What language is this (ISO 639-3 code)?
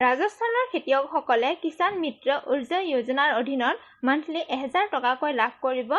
asm